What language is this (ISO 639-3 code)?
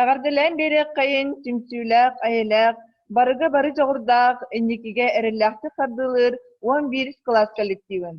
sah